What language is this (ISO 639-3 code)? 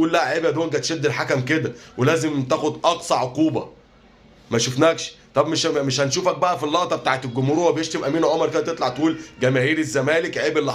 arz